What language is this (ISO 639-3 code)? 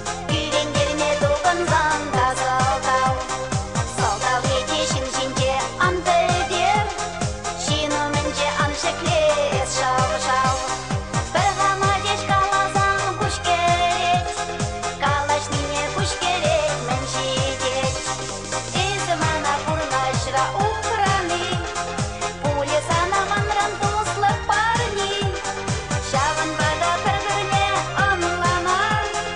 chv